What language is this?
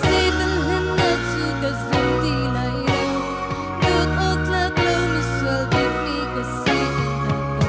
Hakha Chin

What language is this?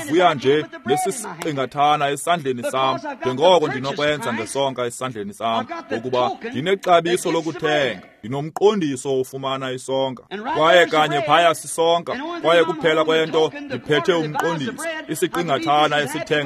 Xhosa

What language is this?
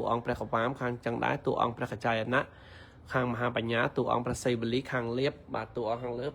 Khmer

